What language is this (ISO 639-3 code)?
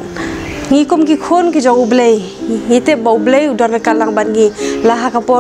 kha